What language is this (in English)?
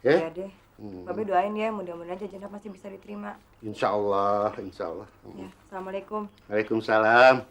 Betawi